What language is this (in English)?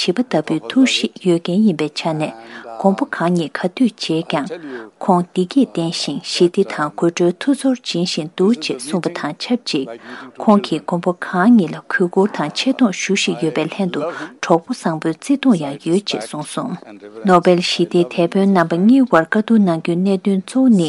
Tibetan